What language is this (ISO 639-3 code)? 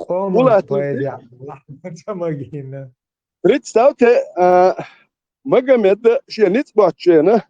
che